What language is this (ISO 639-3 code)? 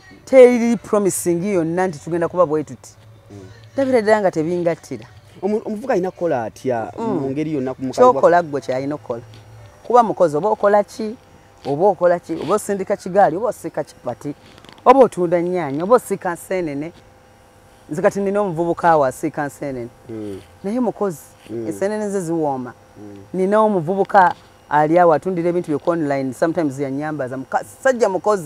lug